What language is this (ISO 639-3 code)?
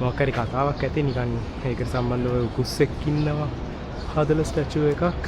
sin